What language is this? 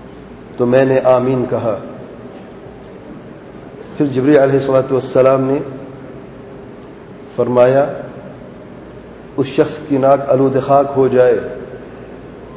Urdu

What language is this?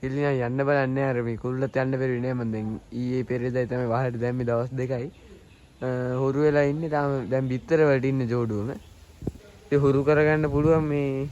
Sinhala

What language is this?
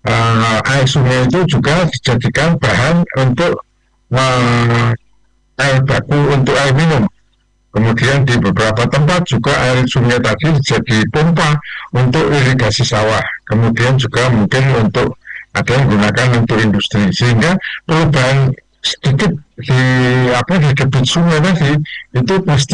Indonesian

